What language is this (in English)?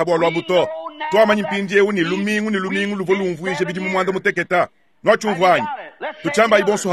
Luba-Lulua